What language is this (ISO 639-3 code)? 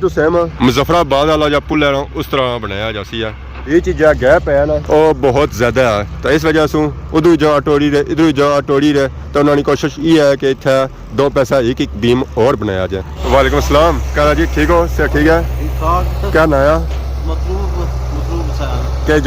phr